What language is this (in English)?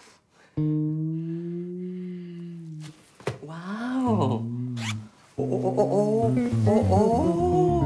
Thai